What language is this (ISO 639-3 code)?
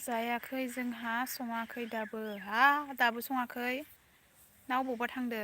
brx